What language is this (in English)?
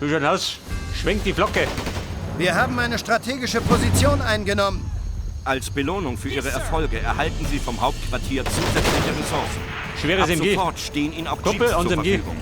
Bavarian